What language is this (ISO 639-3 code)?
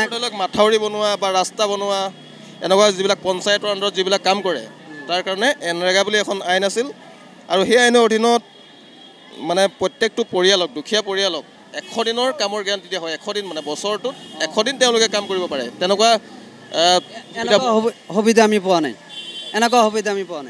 asm